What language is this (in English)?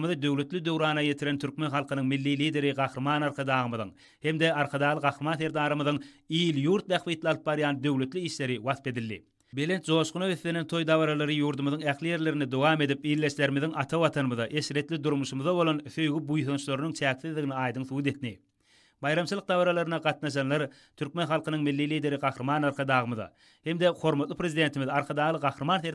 Turkmen